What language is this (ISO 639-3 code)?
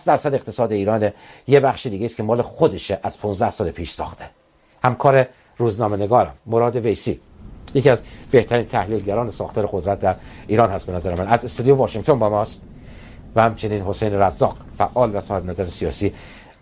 fas